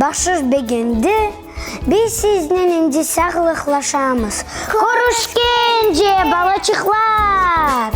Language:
Crimean Tatar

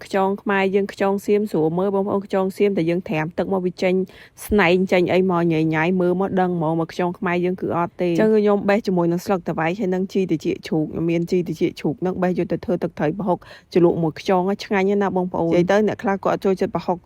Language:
Khmer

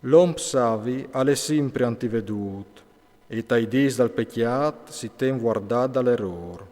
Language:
Friulian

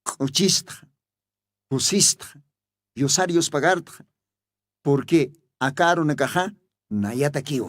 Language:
Aymara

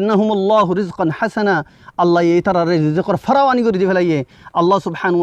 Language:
Rohingya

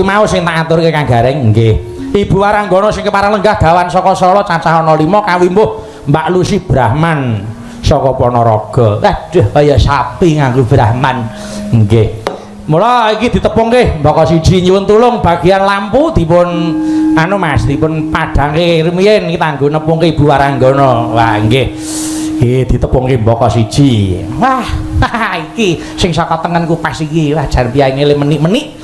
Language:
Javanese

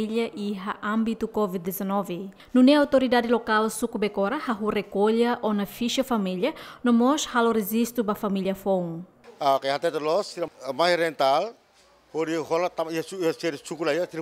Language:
Tetum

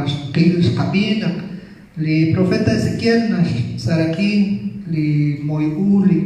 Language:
Kekchí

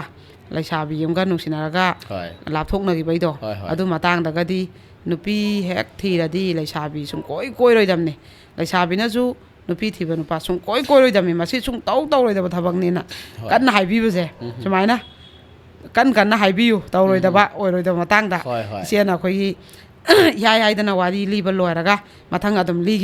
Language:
Manipuri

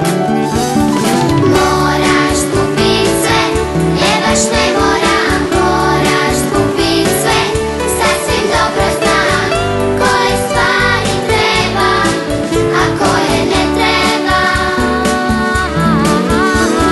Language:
Croatian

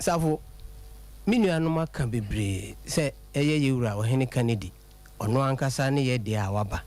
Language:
Akan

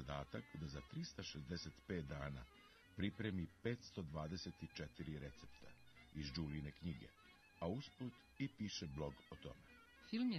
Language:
Serbian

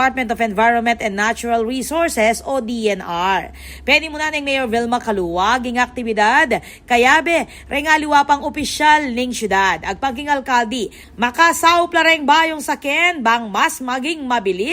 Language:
Pampanga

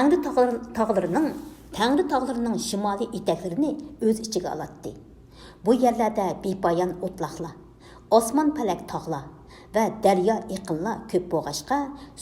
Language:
Uyghur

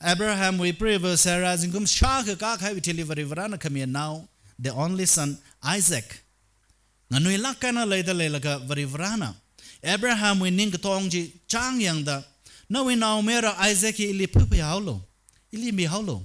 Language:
Tangkhul Naga (India)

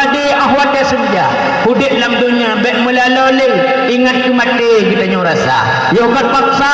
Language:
Achinese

